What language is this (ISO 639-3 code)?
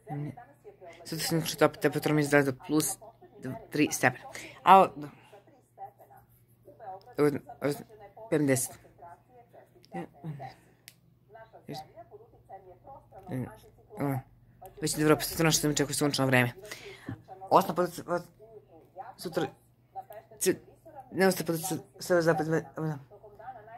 srp